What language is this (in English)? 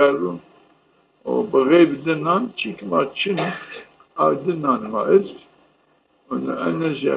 Zaza